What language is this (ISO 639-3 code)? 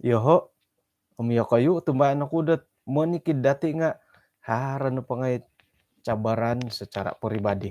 dtp